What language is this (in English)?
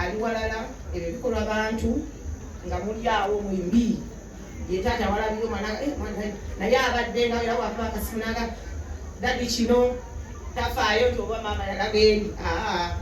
Ganda